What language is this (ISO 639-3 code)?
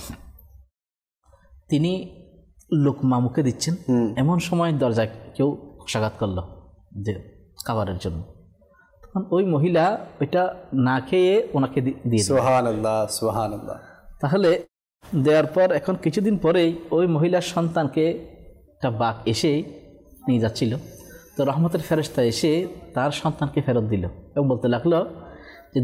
ben